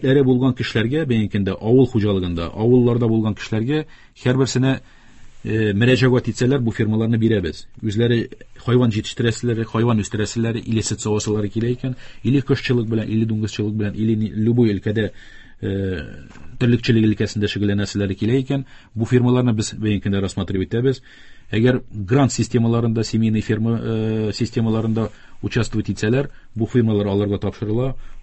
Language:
Tatar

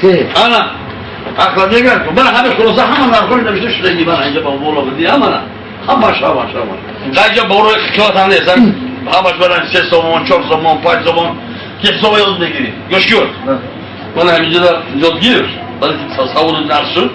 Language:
Tajik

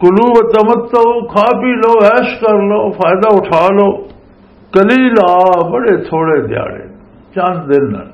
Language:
Western Panjabi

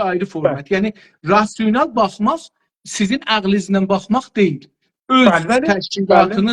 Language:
South Azerbaijani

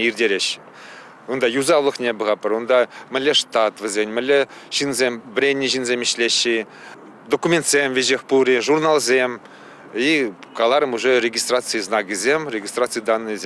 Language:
Chuvash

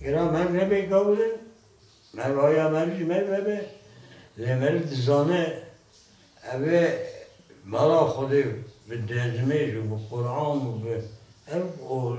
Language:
Kurdish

